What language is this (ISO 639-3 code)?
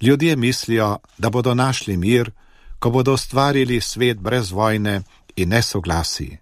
slv